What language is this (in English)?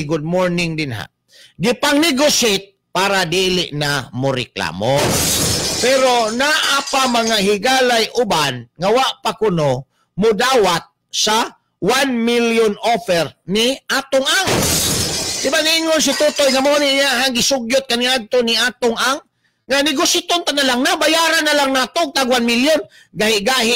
Cebuano